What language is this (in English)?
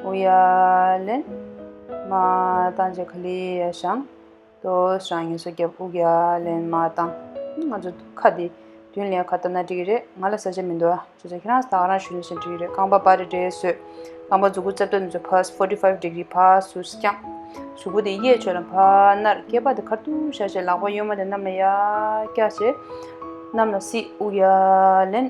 Tibetan